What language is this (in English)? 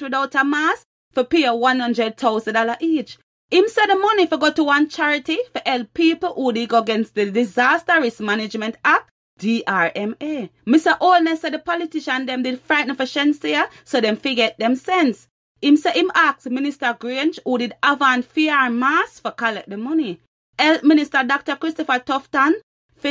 Jamaican Creole English